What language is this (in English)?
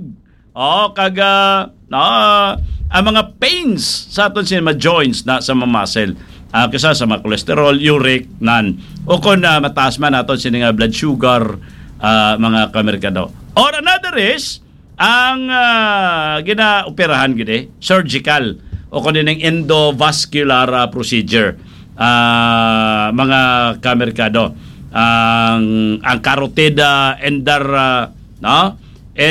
Hiligaynon